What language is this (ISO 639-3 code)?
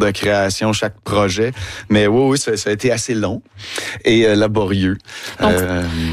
fra